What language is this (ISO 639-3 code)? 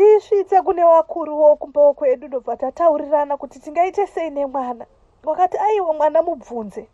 sna